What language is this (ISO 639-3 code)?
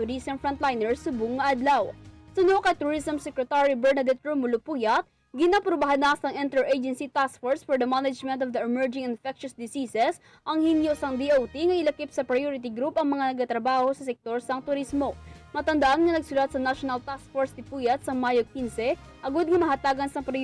hil